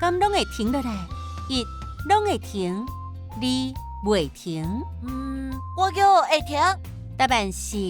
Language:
Min Nan Chinese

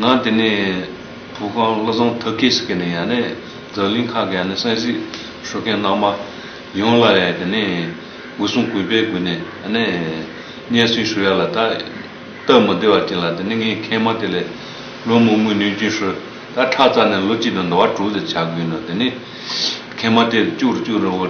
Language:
Tibetan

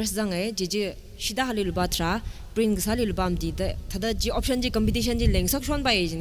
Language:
Tangkhul Naga (India)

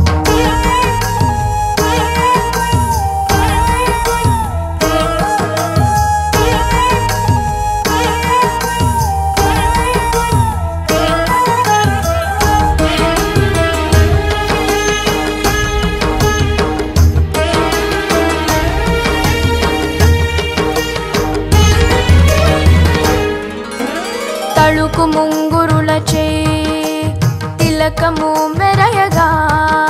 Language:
Telugu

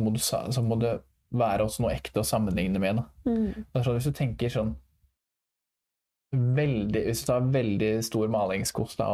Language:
Norwegian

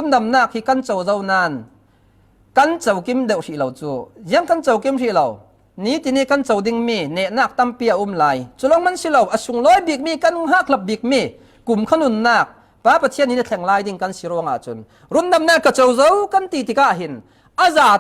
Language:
Falam Chin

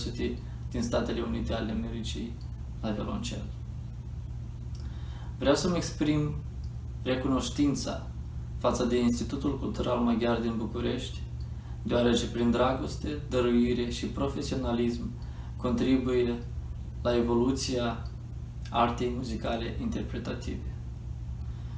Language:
Romanian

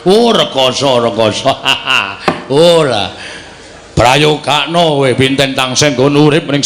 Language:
Javanese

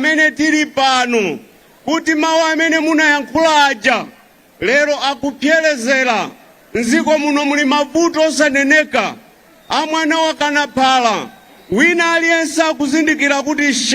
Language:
Nyanja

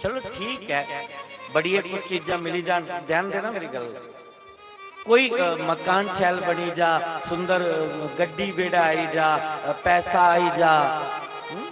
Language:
Dogri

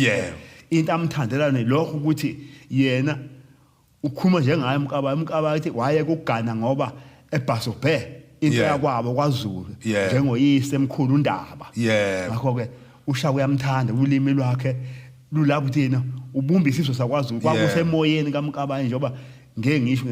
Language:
Zulu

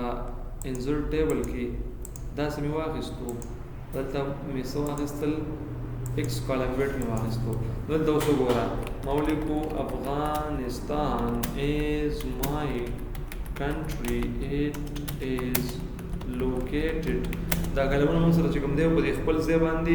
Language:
Pashto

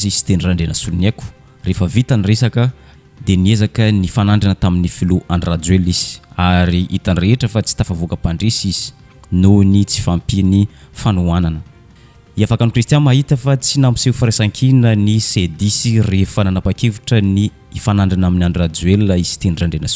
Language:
Malagasy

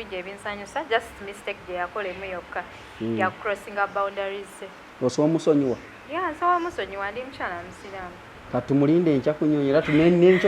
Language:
Ganda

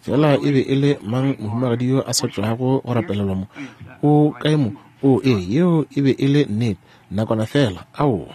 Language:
Northern Sotho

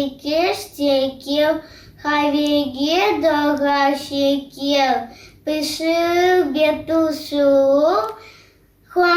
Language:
Crimean Tatar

